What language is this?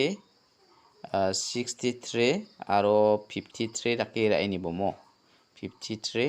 Garo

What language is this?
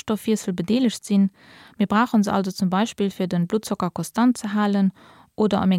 Luxembourgish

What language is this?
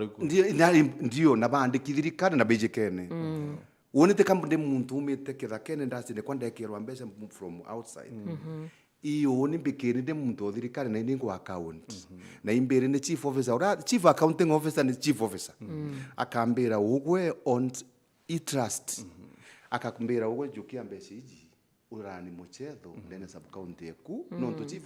Meru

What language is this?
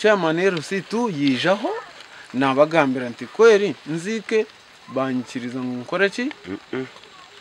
Nyankole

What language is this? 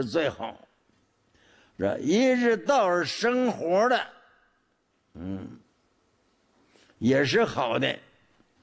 Chinese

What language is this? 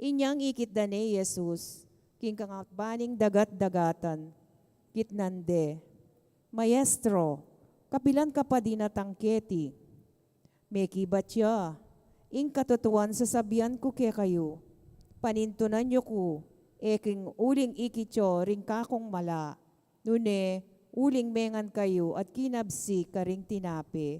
Pampanga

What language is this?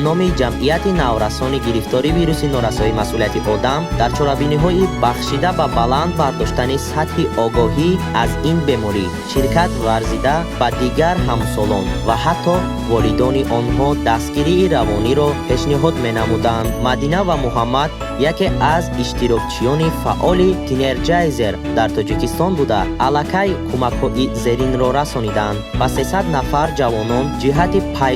Tajik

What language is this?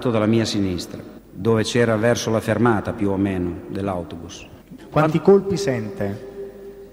Italian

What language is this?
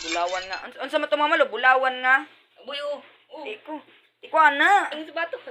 Cebuano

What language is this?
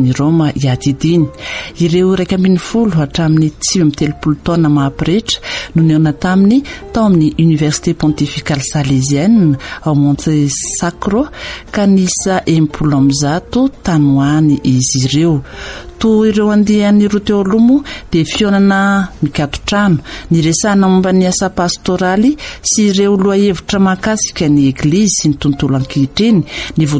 Malagasy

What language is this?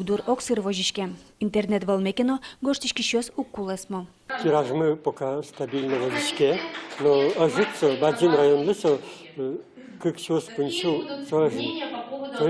Udmurt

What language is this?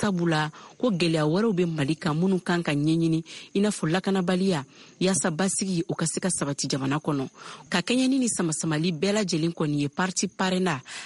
Bambara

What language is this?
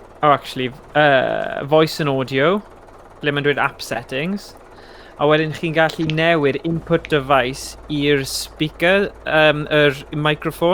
Welsh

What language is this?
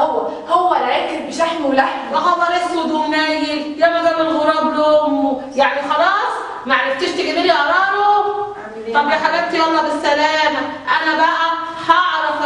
Egyptian Arabic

